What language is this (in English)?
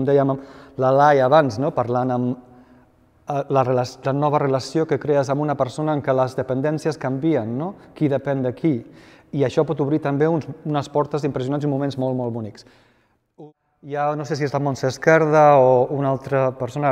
Catalan